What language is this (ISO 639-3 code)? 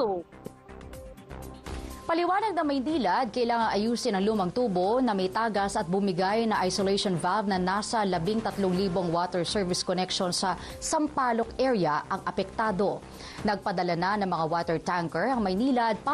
fil